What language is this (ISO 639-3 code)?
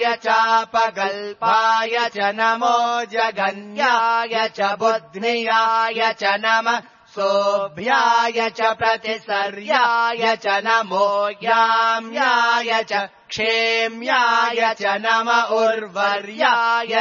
san